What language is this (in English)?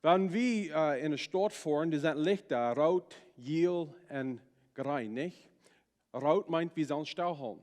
Plautdietsch